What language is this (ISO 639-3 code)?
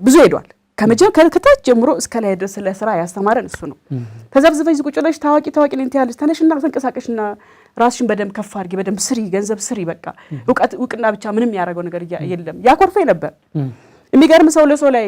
amh